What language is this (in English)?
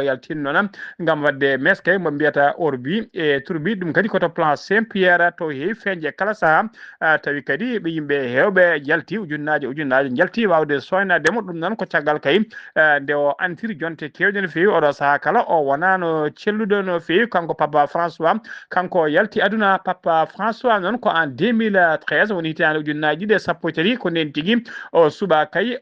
Fula